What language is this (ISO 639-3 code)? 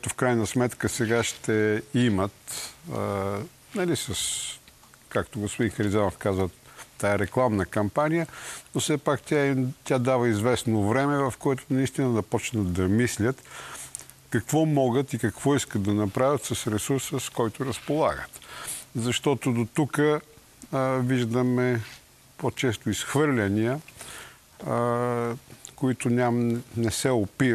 bul